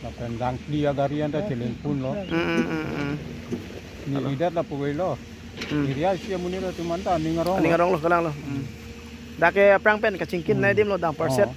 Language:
Karbi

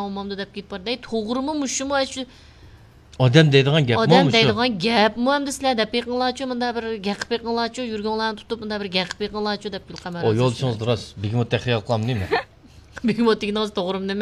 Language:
Uyghur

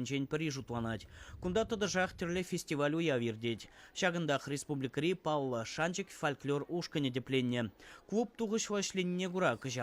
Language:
Chuvash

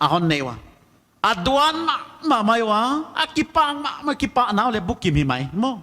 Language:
Paite Chin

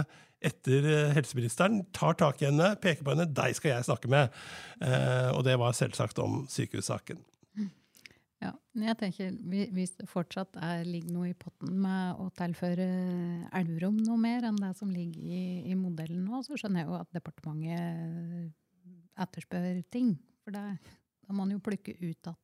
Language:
Norwegian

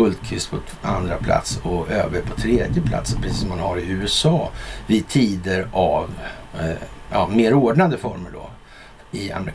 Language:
Swedish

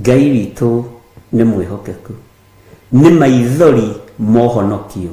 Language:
Kikuyu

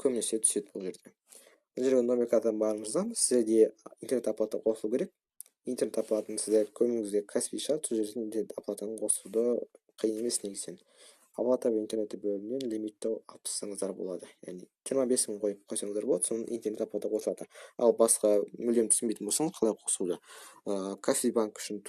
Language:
Kazakh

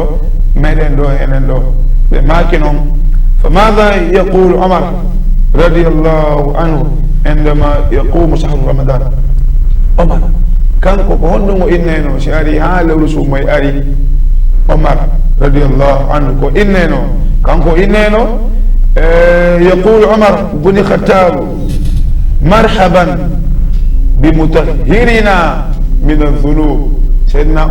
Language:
Fula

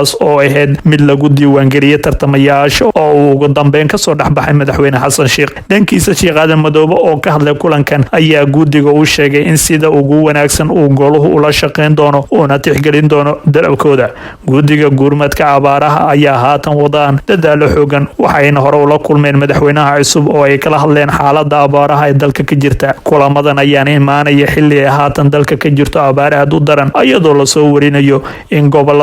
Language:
Somali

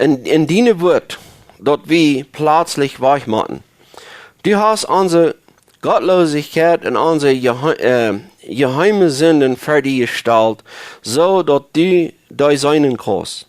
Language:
Plautdietsch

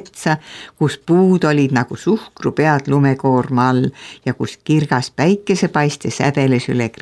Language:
Estonian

